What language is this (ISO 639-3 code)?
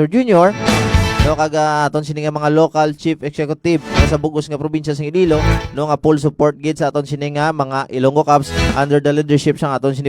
hil